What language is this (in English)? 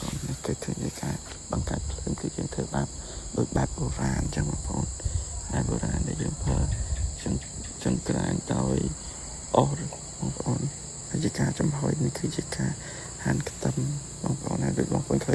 Khmer